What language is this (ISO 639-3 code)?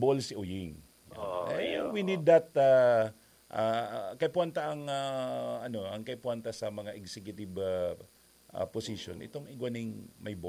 bik